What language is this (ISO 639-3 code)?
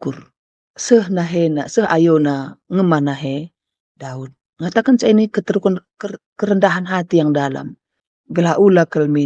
btx